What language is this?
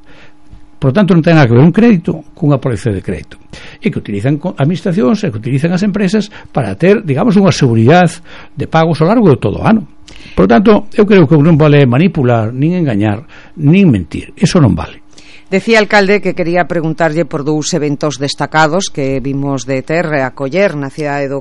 Galician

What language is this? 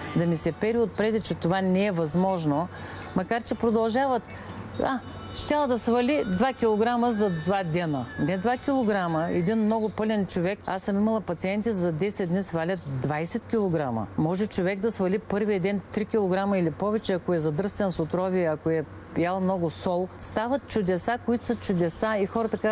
Bulgarian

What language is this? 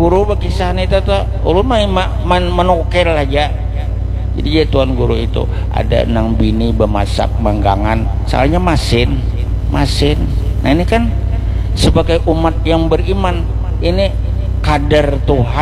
Banjar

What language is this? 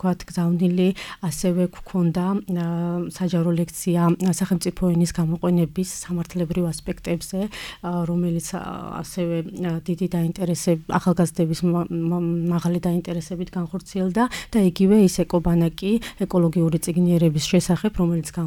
Georgian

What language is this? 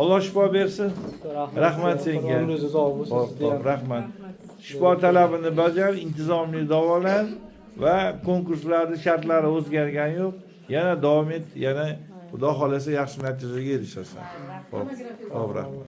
Uzbek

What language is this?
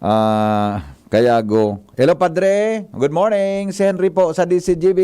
Bikol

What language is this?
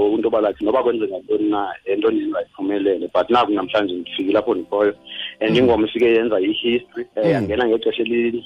Xhosa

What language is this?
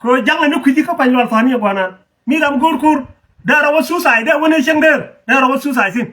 Nuer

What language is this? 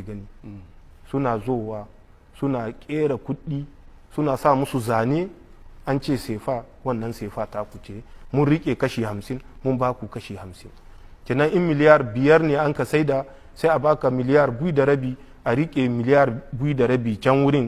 Hausa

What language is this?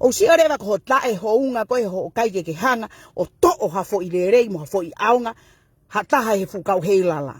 Tongan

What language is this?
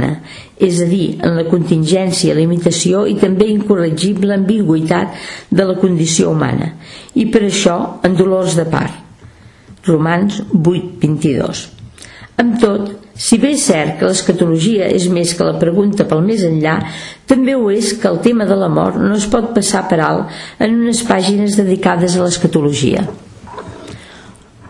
Catalan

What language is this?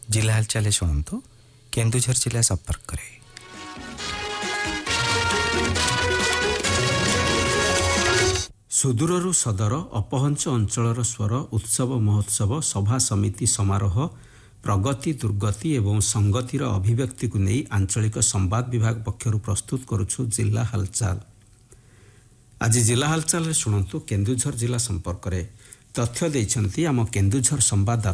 Odia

